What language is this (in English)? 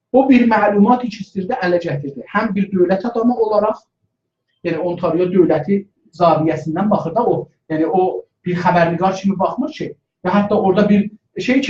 South Azerbaijani